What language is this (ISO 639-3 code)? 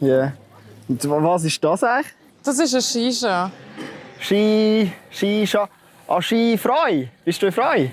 gsw